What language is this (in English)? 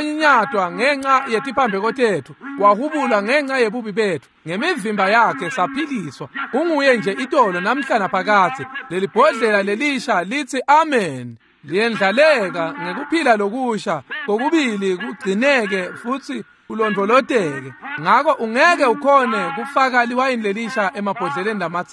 Swati